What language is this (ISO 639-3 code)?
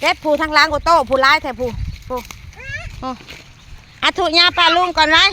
tts